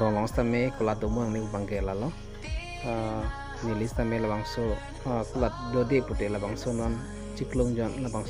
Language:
Karbi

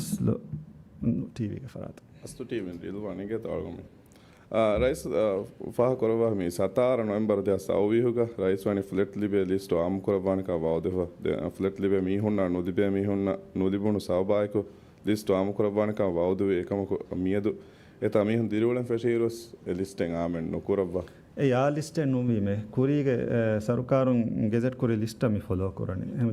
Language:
Divehi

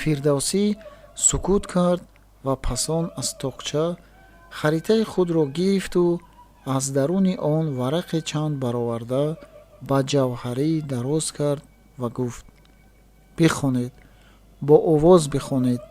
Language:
Tajik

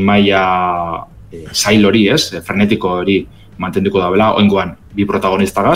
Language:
Basque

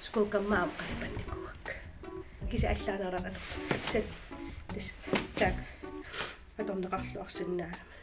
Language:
Kalaallisut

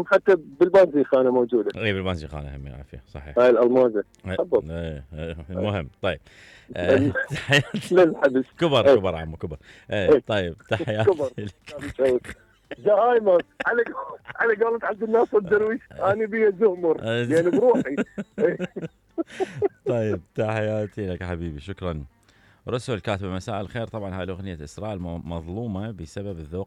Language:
Mesopotamian Arabic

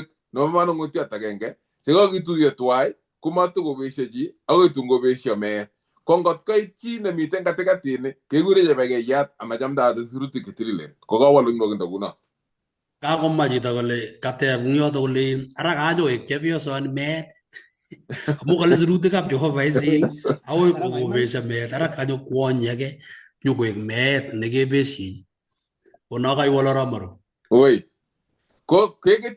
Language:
Kalenjin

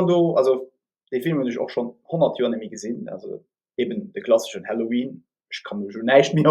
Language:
Luxembourgish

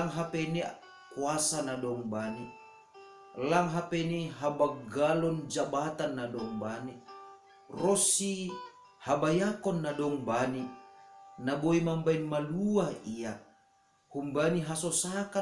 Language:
Batak Simalungun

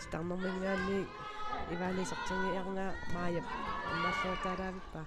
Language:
Kalaallisut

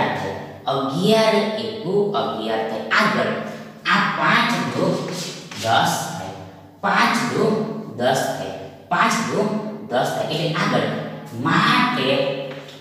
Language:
Gujarati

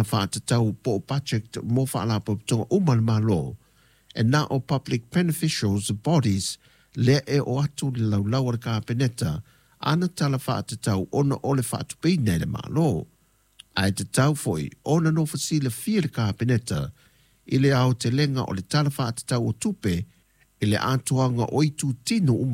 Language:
Samoan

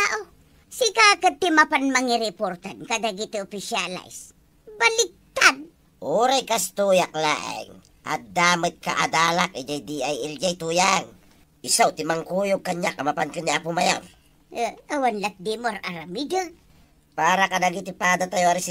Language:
Iloko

